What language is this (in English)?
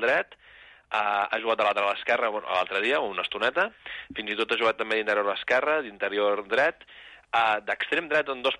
Catalan